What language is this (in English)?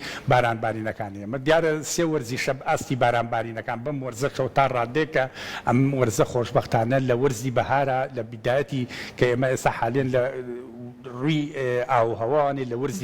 Central Kurdish